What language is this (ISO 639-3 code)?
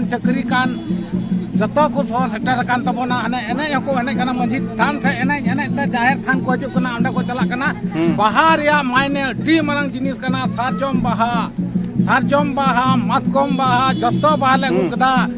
sat